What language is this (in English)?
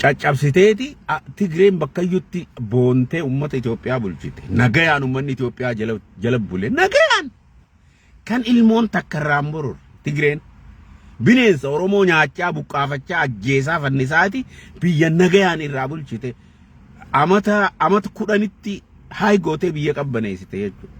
Oromo